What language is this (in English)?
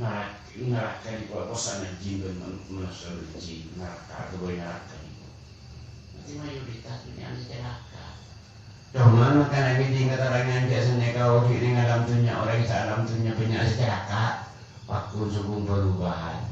Madurese